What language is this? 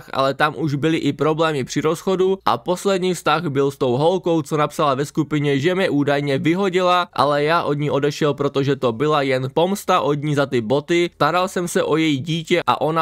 Czech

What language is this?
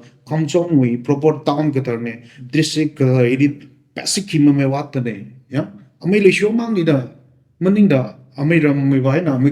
Tangkhul Naga (India)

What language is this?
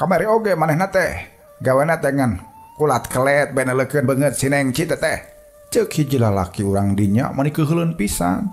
Sundanese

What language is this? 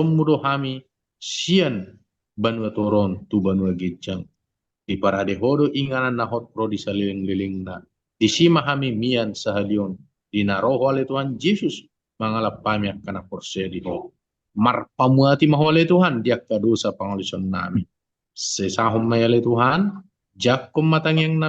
Batak Toba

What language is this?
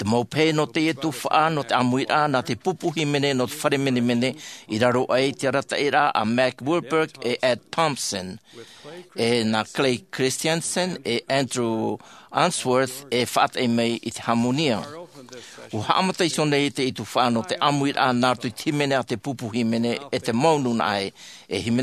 Tahitian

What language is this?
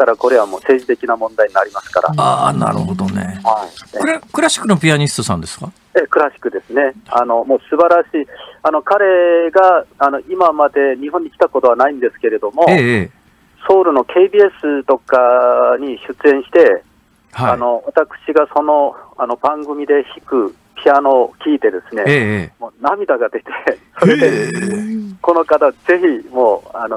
Japanese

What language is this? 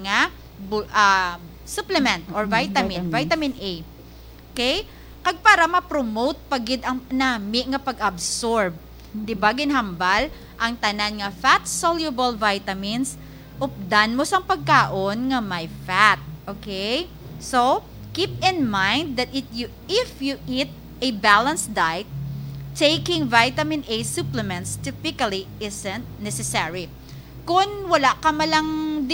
Hiligaynon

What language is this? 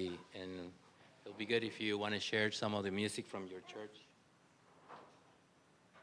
English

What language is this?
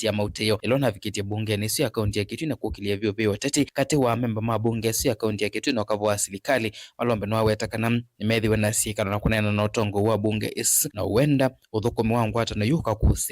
Kamba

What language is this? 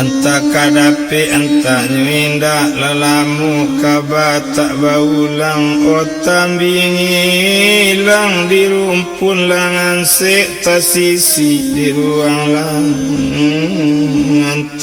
Minangkabau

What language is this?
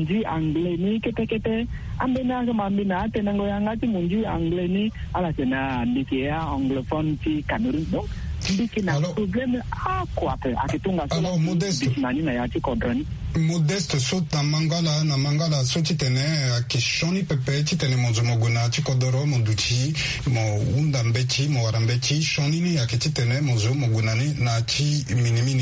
Sango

